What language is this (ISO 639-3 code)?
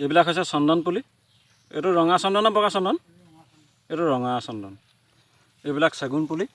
asm